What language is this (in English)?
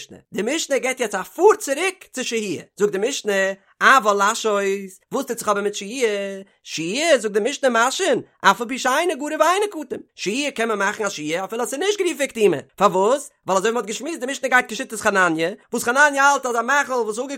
Yiddish